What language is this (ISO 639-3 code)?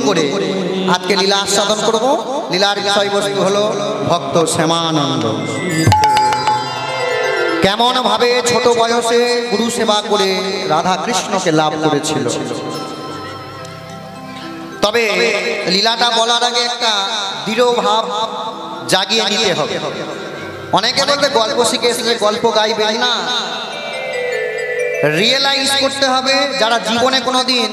ben